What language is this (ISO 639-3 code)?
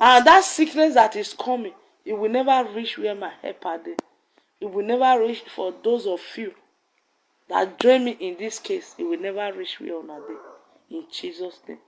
pcm